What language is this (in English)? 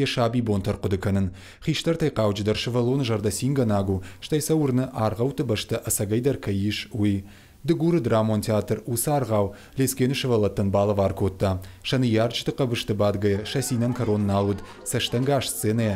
Ossetic